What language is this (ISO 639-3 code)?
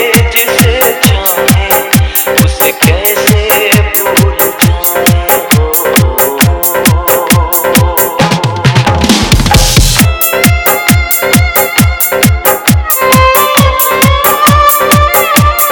hin